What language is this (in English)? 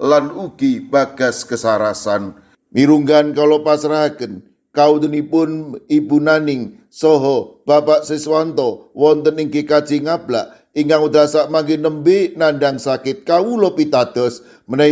Javanese